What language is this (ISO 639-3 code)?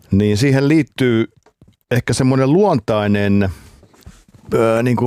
fin